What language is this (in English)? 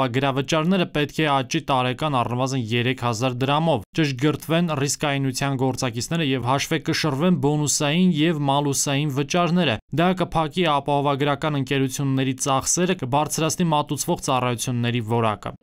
Armenian